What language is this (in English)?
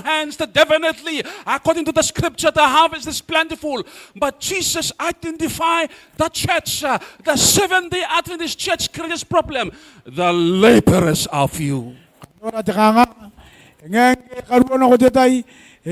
Gilbertese